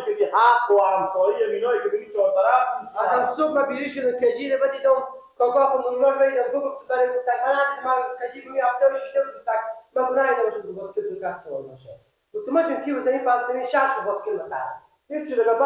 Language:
Persian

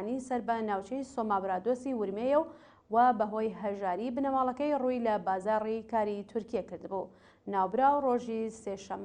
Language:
Central Kurdish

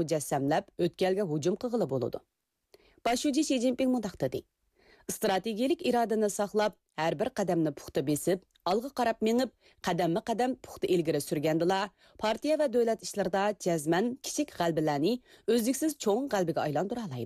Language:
Uyghur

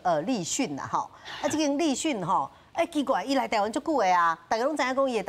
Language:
Min Nan Chinese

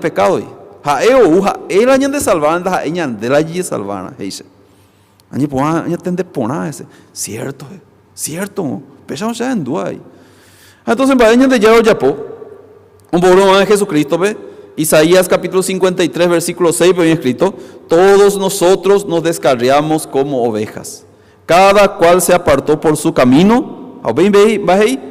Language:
Guarani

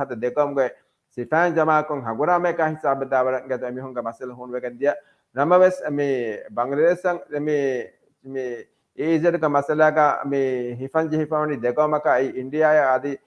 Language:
Divehi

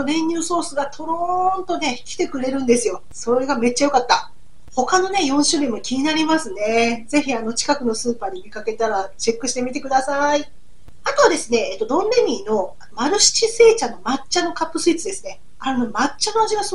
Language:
Japanese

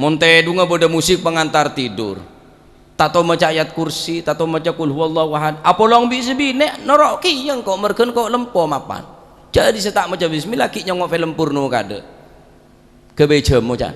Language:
Madurese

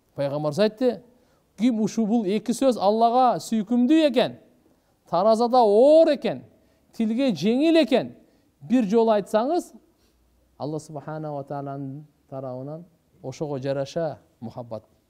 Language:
Kyrgyz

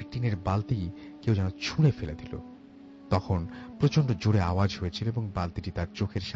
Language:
Bangla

